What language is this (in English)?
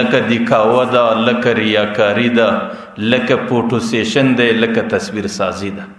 Pashto